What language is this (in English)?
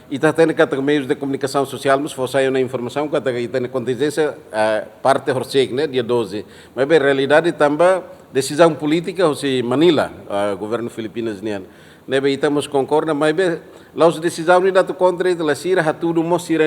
Tetum